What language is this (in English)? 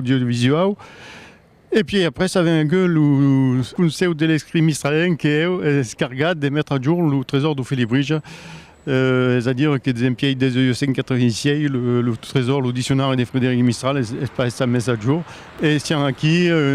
Occitan